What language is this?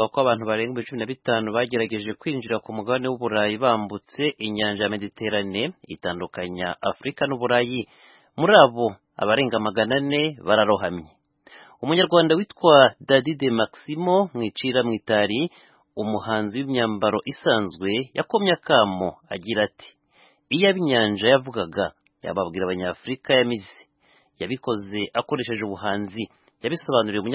Kinyarwanda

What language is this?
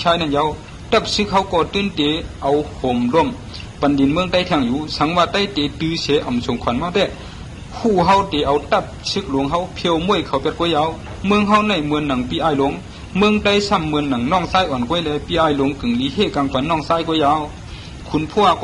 Shan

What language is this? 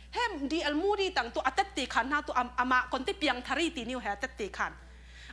Falam Chin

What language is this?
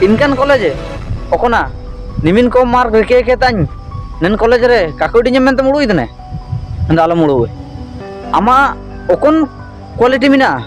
Ho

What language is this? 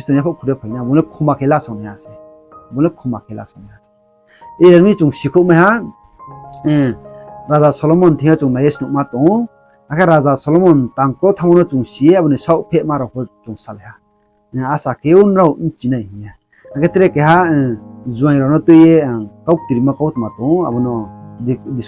Riang (India)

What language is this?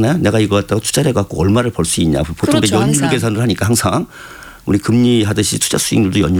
Korean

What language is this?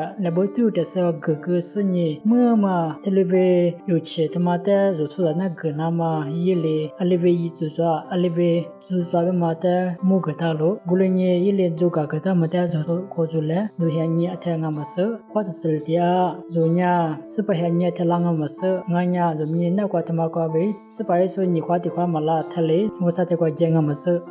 Lisu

